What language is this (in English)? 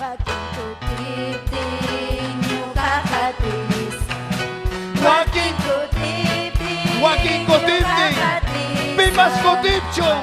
Ayacucho Quechua